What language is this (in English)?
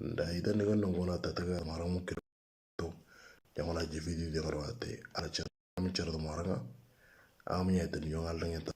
Moro